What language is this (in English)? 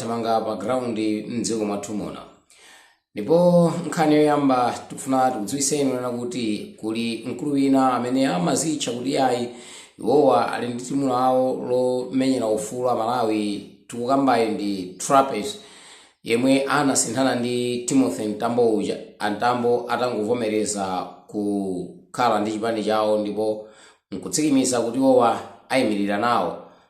Nyanja